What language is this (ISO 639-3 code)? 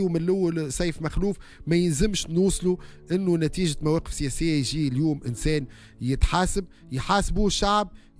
aeb